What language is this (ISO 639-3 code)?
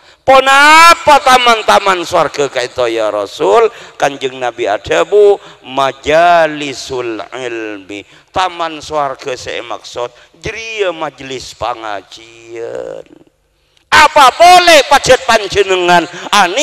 mad